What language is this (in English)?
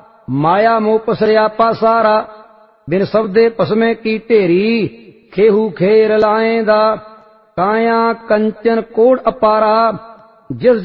Punjabi